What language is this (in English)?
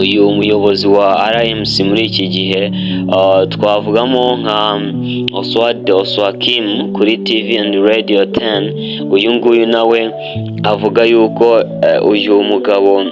Kinyarwanda